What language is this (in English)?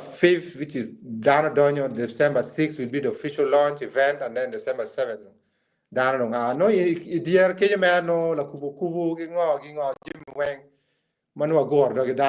Acoli